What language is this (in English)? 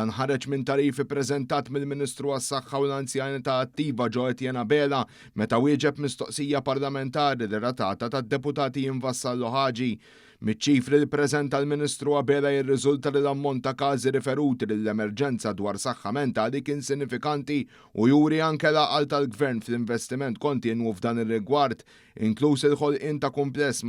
Maltese